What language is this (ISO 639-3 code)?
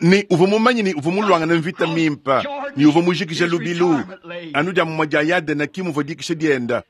lua